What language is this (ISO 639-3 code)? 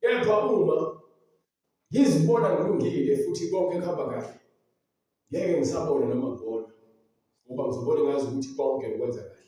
zul